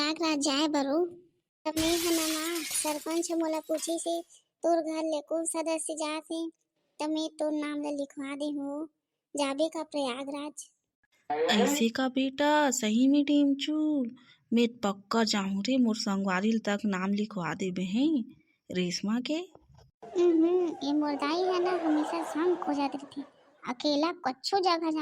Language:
Chhattisgarhi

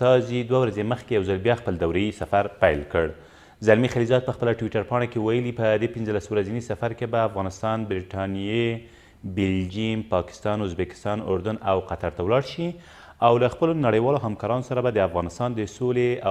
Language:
Pashto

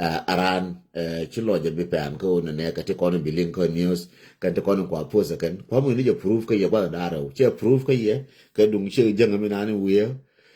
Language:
Nuer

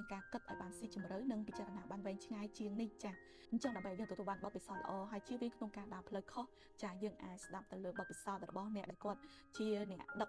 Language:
Khmer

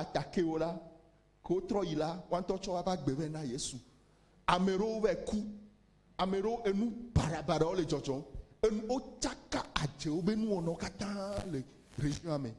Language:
Ewe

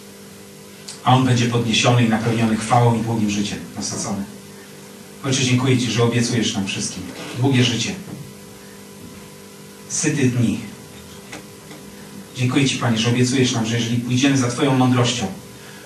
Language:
Polish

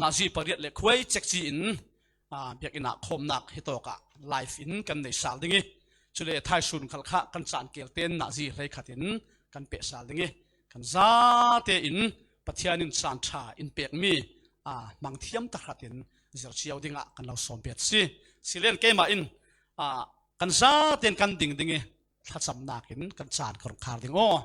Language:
Falam Chin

